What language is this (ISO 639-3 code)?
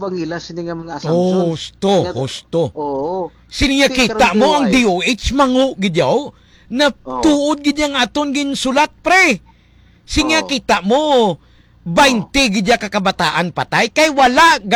hil